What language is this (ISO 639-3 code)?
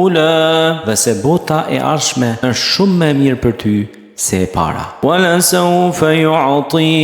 sqi